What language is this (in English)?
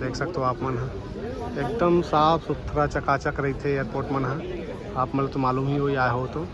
Chhattisgarhi